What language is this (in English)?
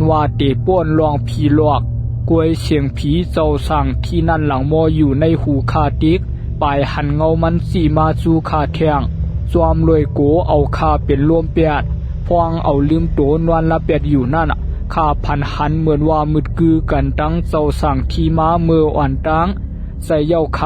Shan